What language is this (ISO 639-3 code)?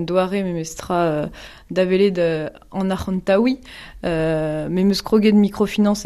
bre